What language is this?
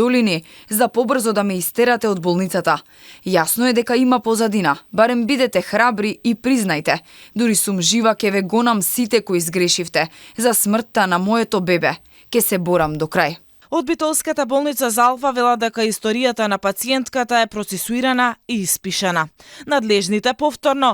Macedonian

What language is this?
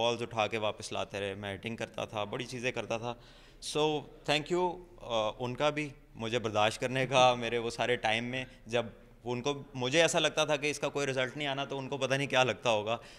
Urdu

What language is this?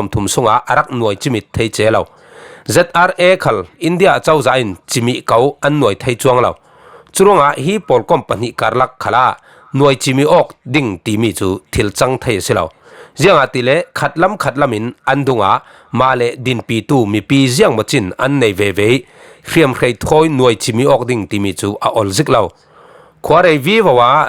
Falam Chin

